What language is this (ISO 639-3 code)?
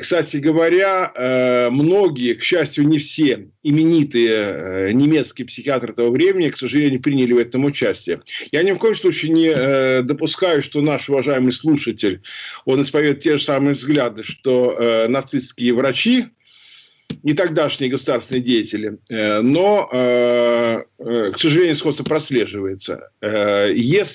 rus